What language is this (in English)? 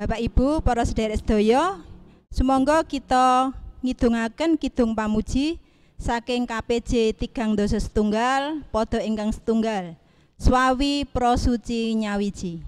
Javanese